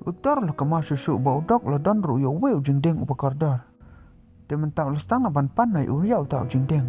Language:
Khasi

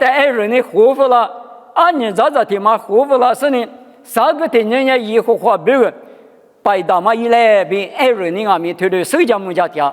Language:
Lisu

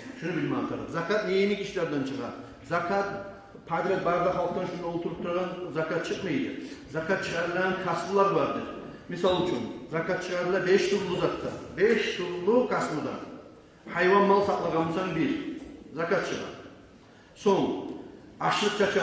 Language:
Kumyk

